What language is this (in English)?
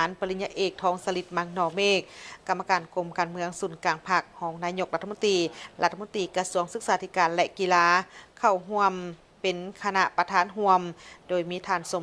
Lao